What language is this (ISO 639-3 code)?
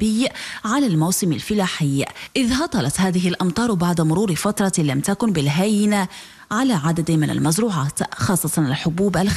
ara